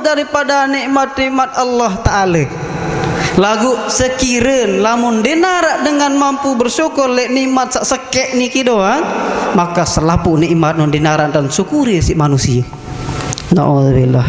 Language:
Sasak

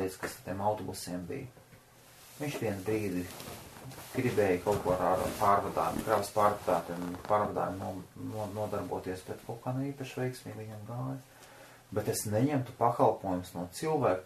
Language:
Latvian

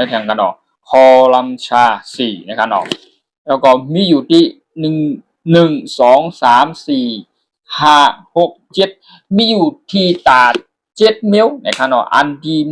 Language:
Shan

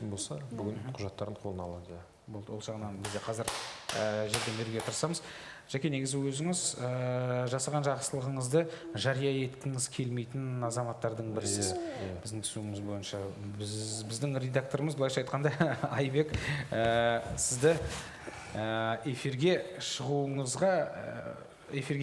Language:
Kazakh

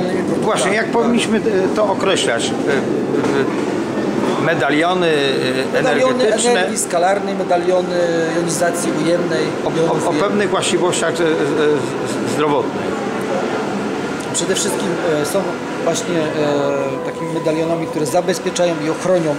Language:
Polish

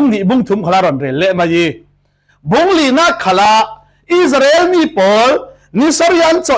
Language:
Falam Chin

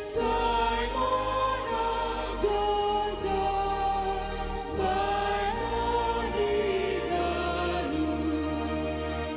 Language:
Batak Simalungun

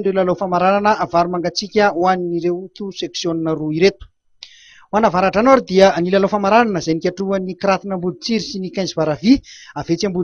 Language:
Malagasy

